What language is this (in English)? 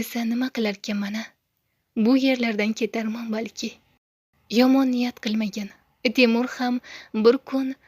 Uzbek